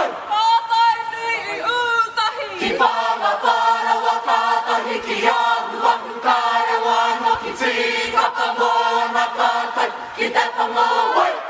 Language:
Māori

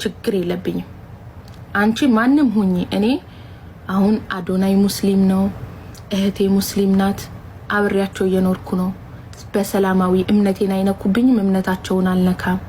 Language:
Amharic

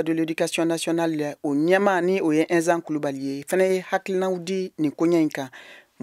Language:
Bambara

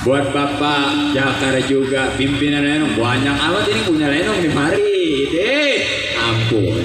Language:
Betawi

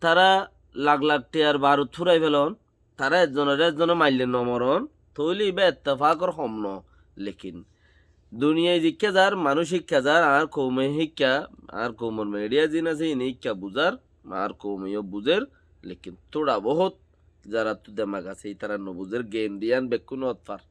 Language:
Rohingya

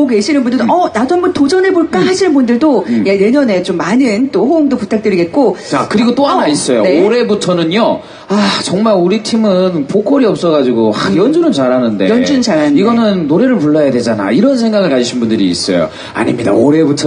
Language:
Korean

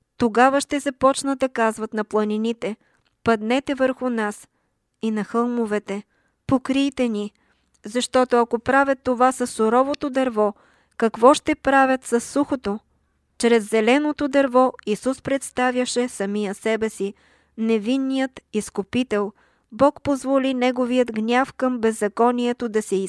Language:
Bulgarian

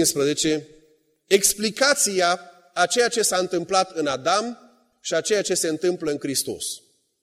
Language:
Romanian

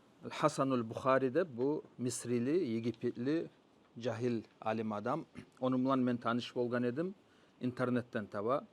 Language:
Kumyk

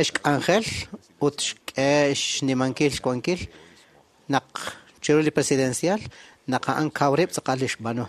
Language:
Kekchí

